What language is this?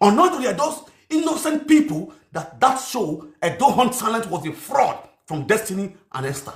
Nigerian Pidgin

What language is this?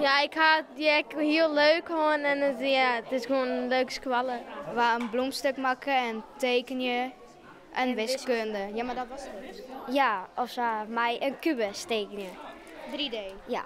Western Frisian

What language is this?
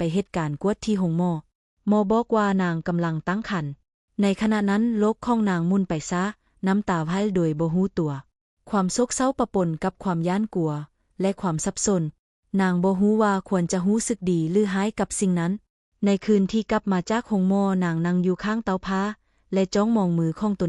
Lao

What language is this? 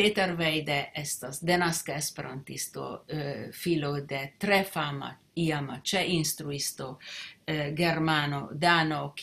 Esperanto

